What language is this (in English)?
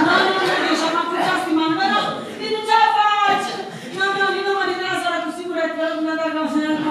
Neapolitan